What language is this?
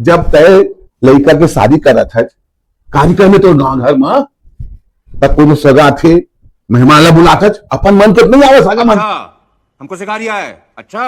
Chhattisgarhi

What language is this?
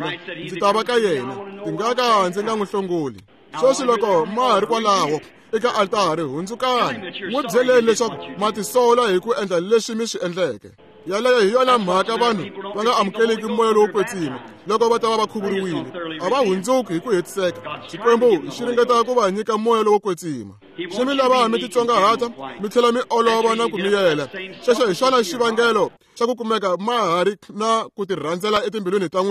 Tsonga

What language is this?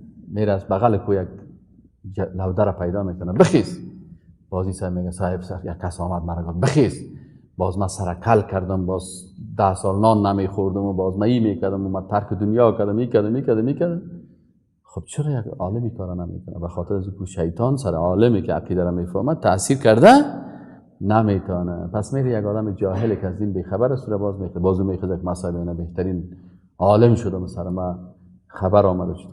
Persian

